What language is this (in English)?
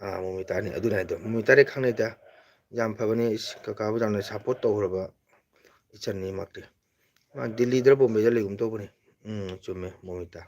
Manipuri